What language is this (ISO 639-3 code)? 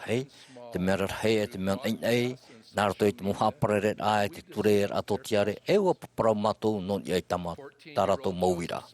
tah